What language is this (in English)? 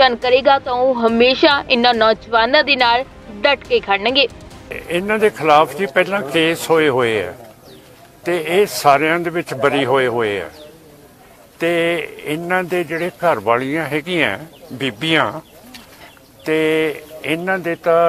Punjabi